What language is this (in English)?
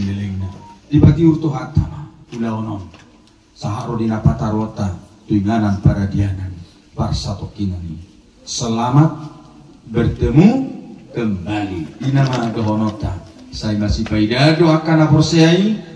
Batak Toba